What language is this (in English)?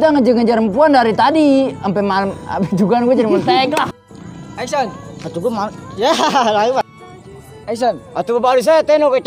Betawi